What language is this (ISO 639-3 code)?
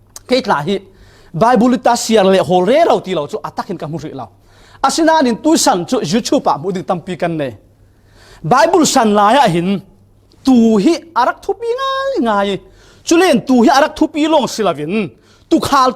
cfm